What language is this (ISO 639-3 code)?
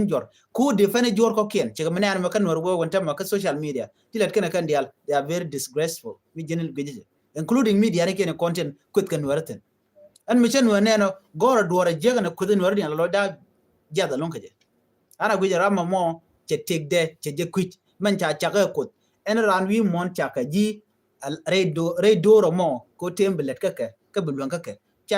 nus